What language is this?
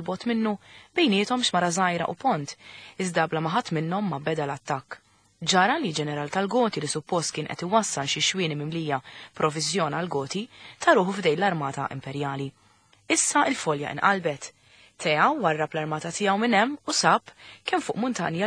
Maltese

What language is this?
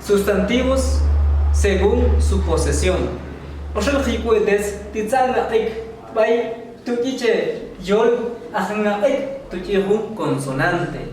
Tektiteko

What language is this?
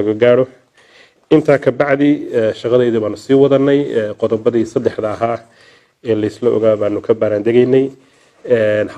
Somali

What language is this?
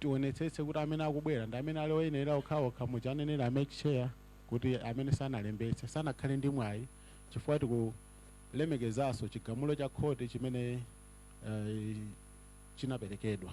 Nyanja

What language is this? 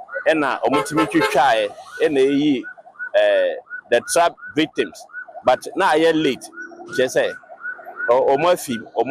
Akan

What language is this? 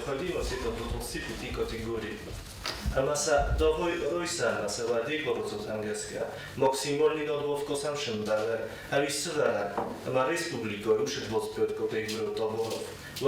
Ossetic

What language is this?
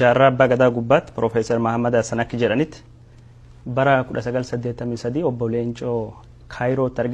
Oromo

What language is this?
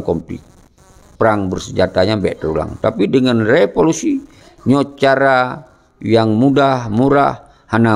Achinese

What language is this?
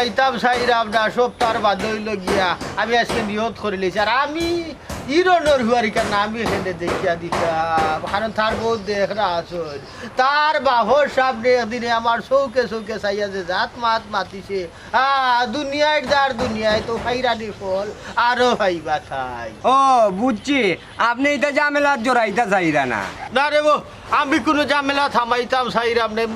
Sylheti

